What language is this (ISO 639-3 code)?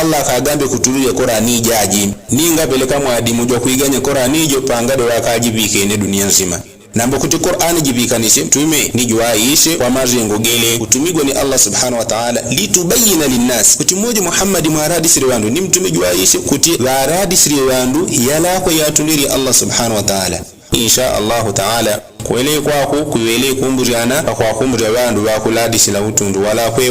yao